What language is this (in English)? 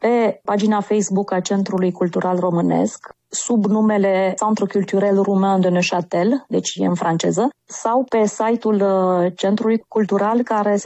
Romanian